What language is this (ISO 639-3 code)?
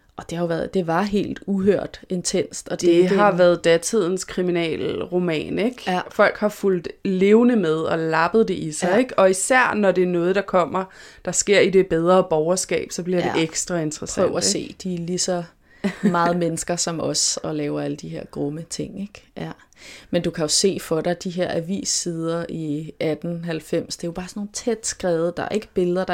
dan